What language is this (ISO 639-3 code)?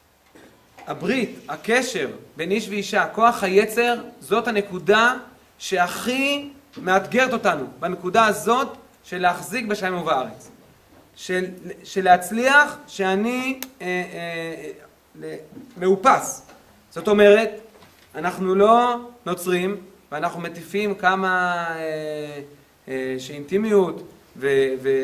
heb